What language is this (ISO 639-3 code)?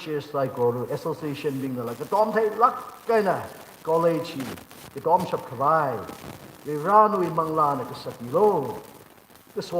nmf